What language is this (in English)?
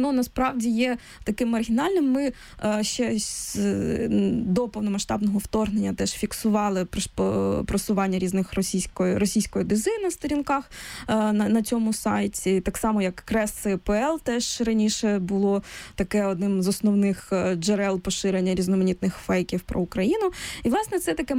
Ukrainian